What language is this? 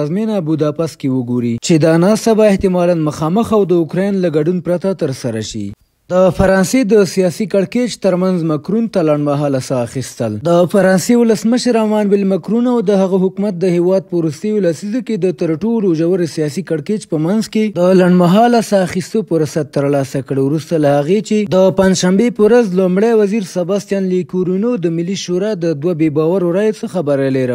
Pashto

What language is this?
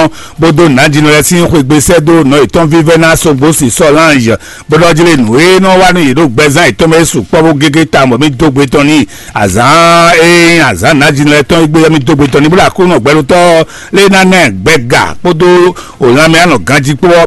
Fon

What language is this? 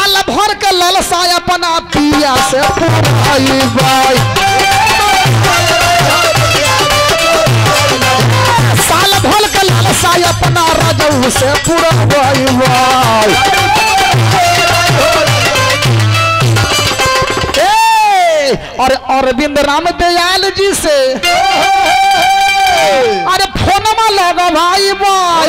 Bhojpuri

